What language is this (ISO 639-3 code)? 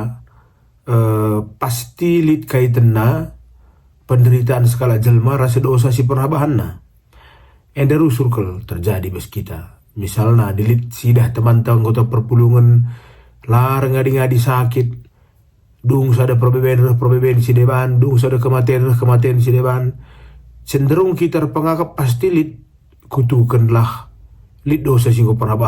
btx